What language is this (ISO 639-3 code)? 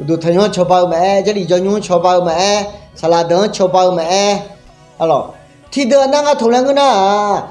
ahk